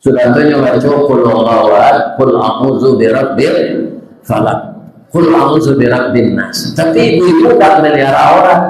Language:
Minangkabau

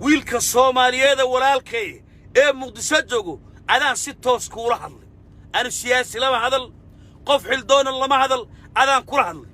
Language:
Somali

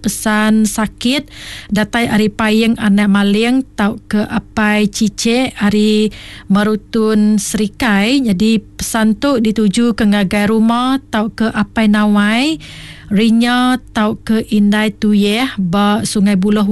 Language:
Iban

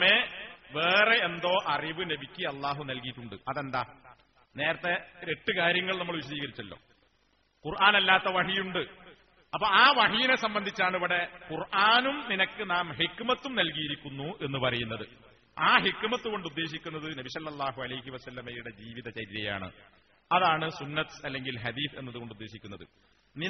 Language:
Malayalam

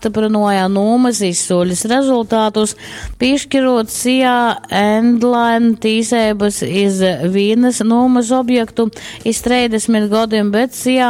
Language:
Latgalian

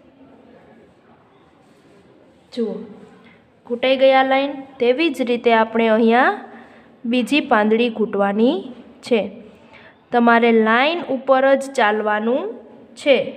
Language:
Gujarati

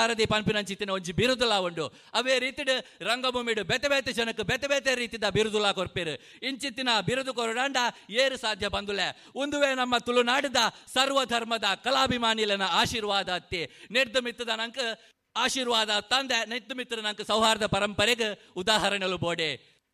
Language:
Tulu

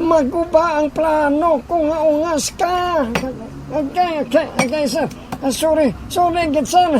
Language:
Hiligaynon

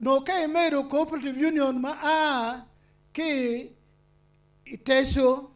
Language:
Acoli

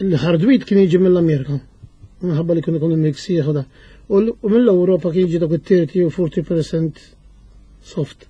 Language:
Maltese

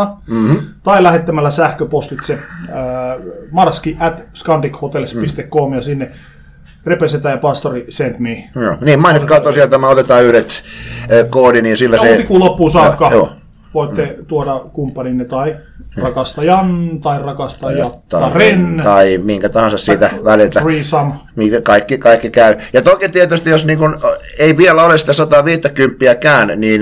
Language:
Finnish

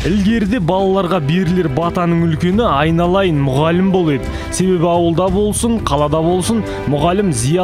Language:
Kazakh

